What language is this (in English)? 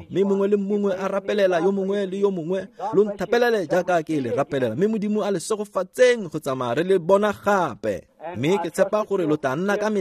Tswana